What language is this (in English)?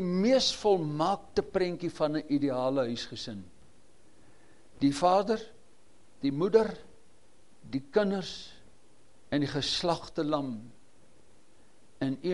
Afrikaans